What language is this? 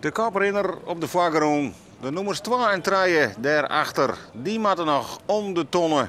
Western Frisian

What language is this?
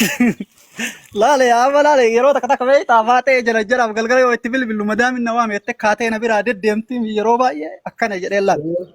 Oromo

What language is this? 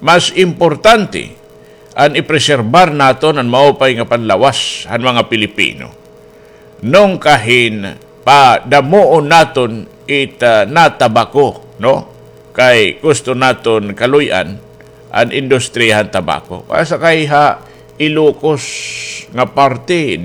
Waray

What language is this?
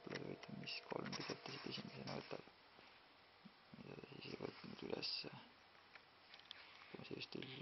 Estonian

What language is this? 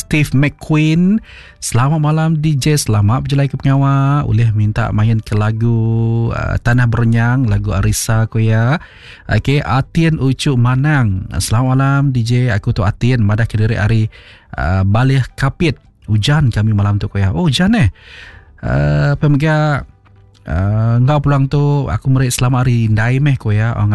Iban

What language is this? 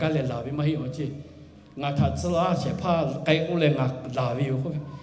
Lahu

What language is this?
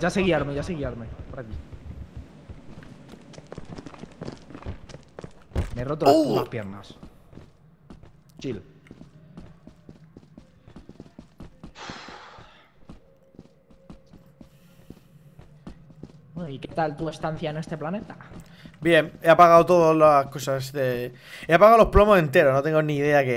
Spanish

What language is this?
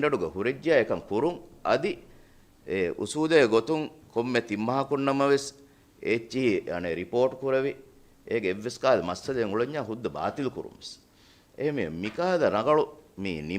Divehi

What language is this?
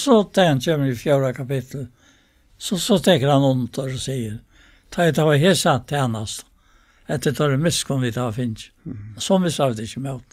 Faroese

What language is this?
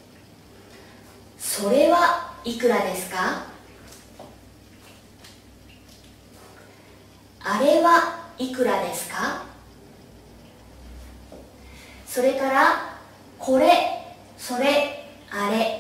Japanese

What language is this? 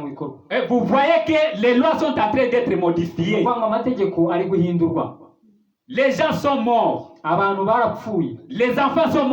Kinyarwanda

